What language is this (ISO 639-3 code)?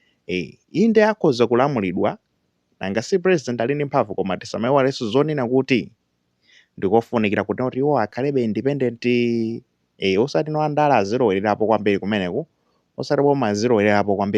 nya